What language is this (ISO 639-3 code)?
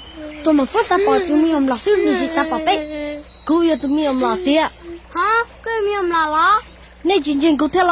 hmn